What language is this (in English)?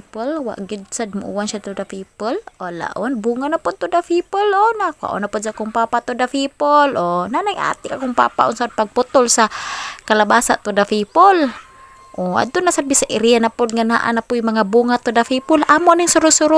Cebuano